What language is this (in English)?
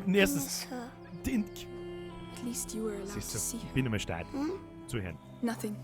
Bavarian